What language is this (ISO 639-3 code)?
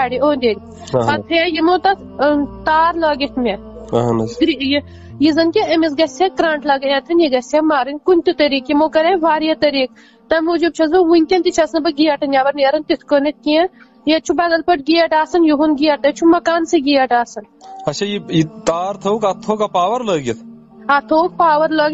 kas